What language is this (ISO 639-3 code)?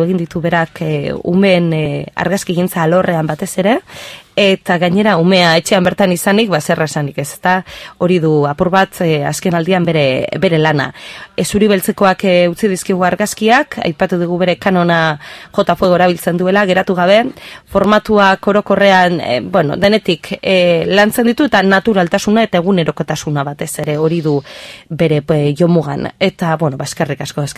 eus